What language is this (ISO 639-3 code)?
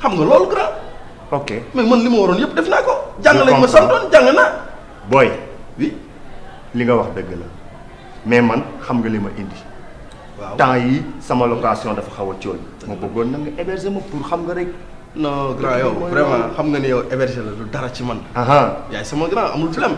wol